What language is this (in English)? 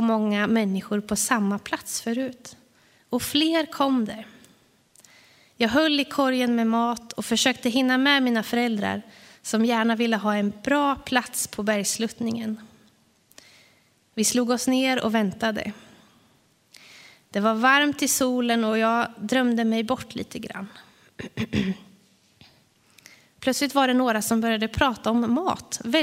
Swedish